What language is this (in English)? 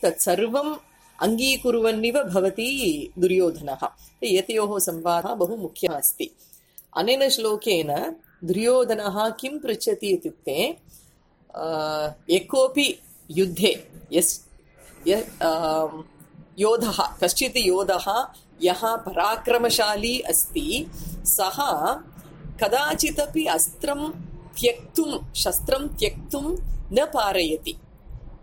Sanskrit